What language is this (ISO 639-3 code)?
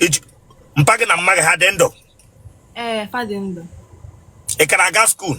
ibo